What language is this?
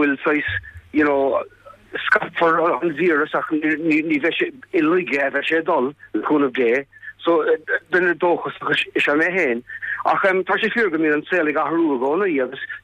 Irish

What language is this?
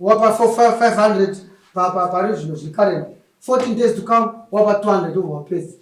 Shona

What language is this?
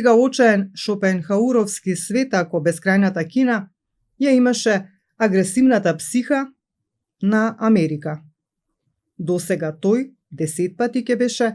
Macedonian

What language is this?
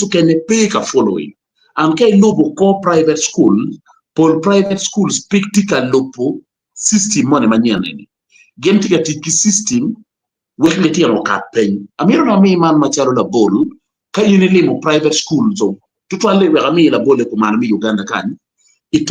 Acoli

